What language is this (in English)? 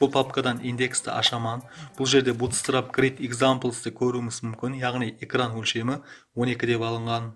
Kara-Kalpak